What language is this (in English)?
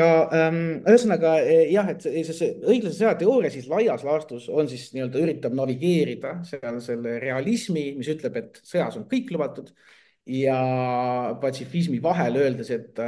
Estonian